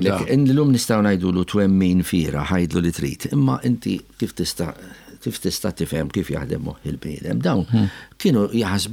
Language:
Maltese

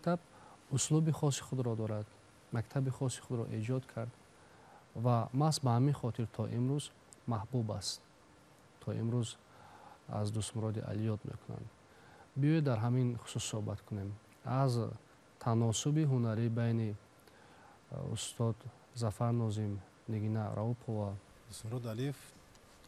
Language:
Tajik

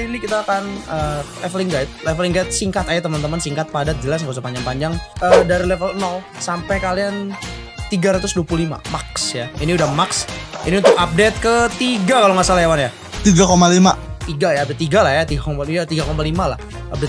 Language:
Indonesian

